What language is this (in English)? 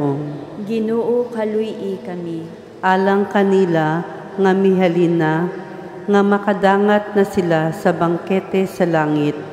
Cebuano